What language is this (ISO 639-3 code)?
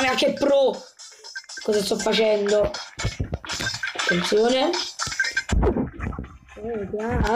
ita